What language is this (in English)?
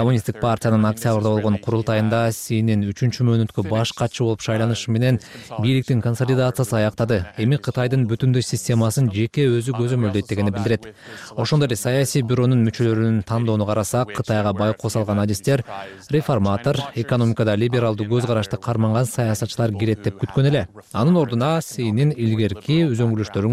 Kyrgyz